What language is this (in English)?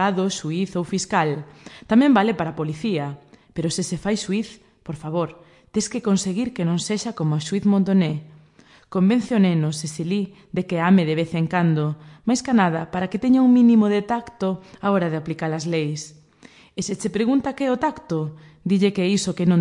Galician